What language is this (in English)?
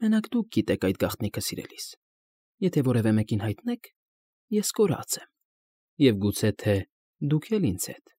Armenian